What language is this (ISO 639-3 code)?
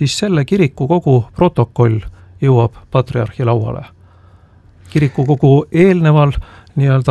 est